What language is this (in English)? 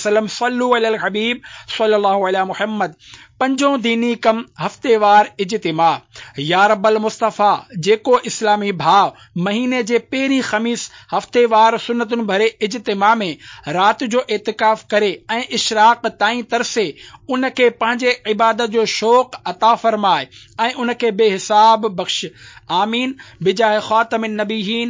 Sindhi